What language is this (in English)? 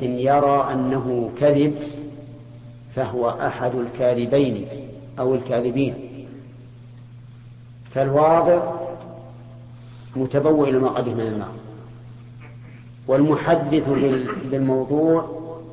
Arabic